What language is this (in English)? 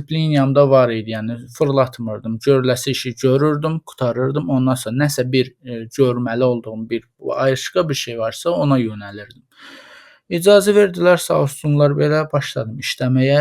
Azerbaijani